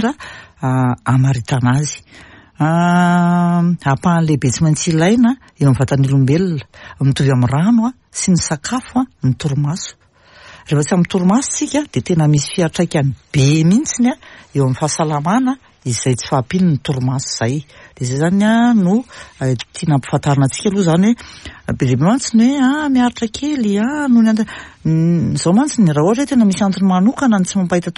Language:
Malagasy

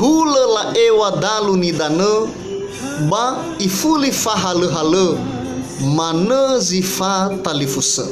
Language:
Nias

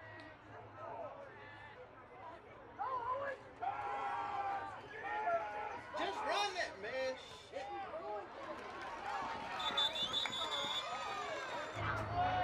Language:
English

